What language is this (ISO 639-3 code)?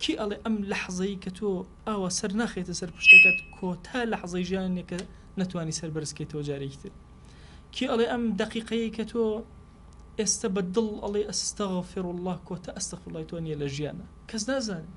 ckb